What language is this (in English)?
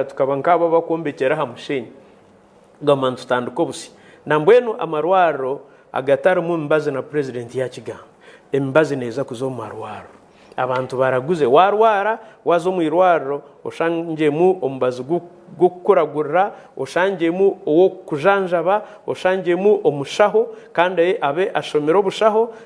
Nyankole